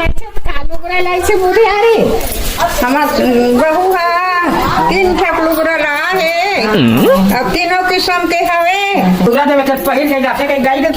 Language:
Chhattisgarhi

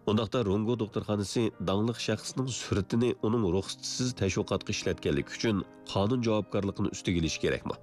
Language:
Uyghur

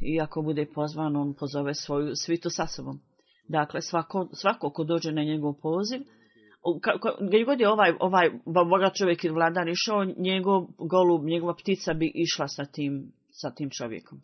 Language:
Bosnian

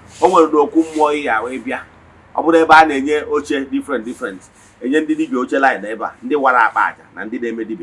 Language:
Igbo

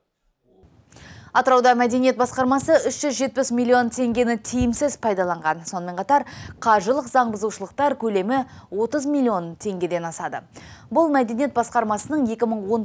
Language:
Kazakh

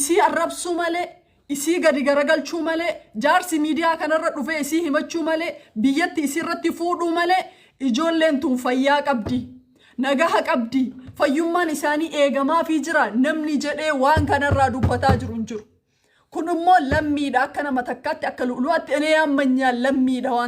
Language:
Oromo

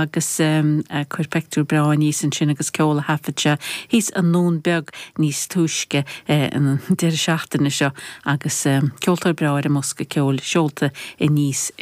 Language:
Irish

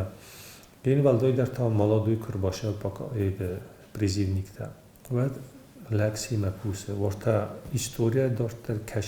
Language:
Ossetic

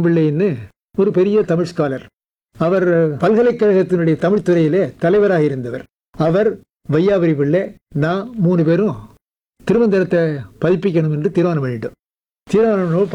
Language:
Tamil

